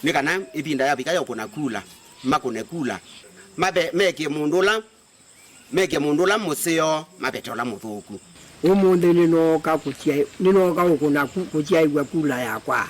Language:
Kamba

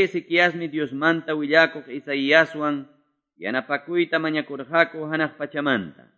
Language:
Quechua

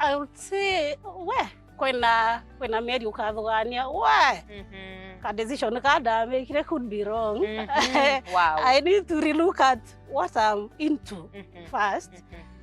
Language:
Meru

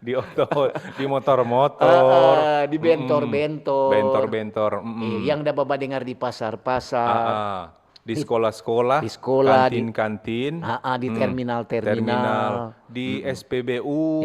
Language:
Manado Malay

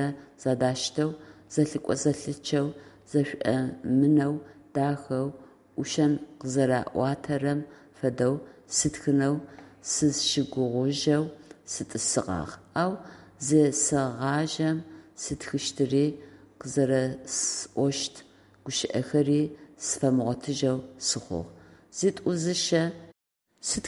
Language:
Adyghe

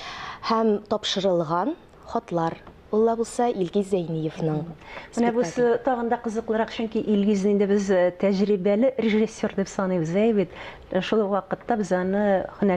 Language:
Tatar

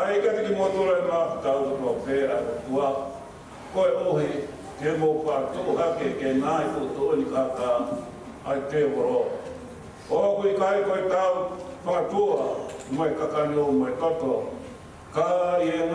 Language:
Tongan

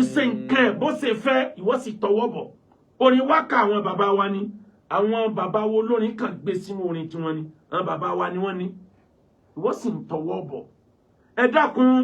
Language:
Yoruba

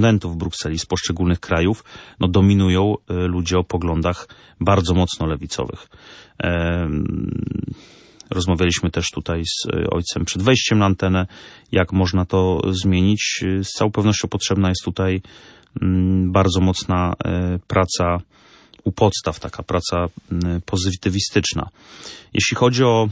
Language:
Polish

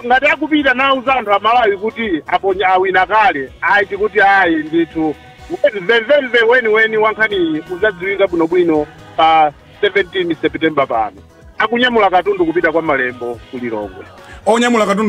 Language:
Nyanja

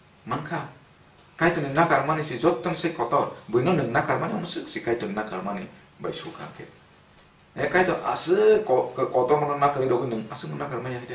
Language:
Kok Borok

